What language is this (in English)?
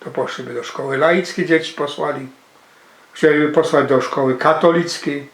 Silesian